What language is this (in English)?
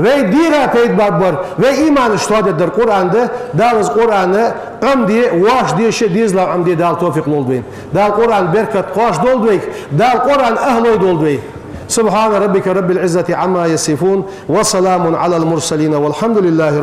Ingush